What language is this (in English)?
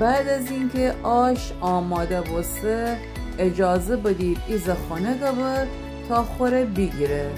Gilaki